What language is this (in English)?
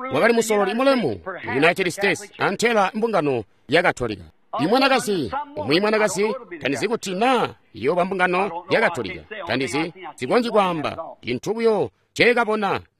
Tonga (Zambia)